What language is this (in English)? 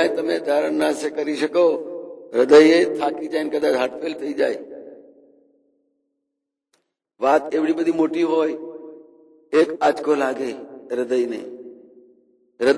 Gujarati